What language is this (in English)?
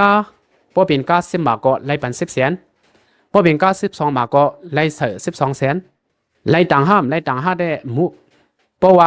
Shan